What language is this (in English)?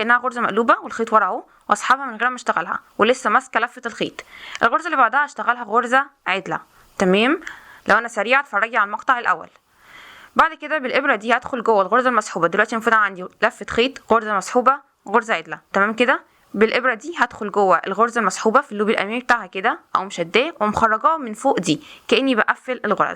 Egyptian Arabic